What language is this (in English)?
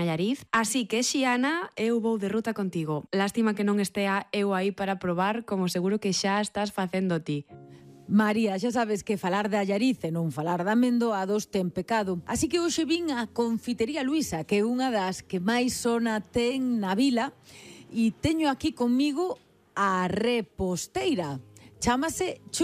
Galician